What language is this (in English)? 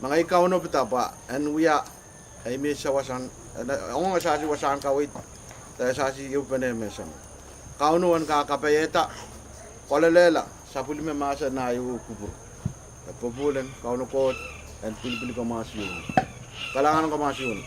Pohnpeian